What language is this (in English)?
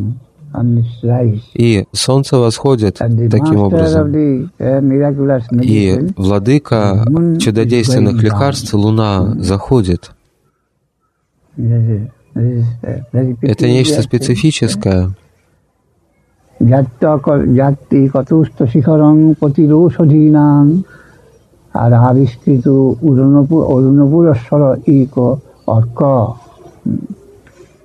Russian